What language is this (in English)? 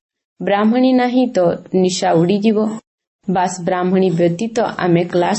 Odia